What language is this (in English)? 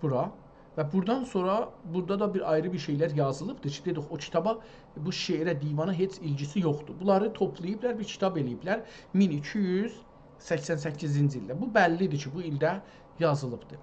South Azerbaijani